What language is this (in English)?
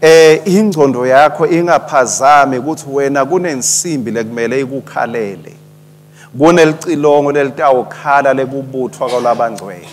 Swati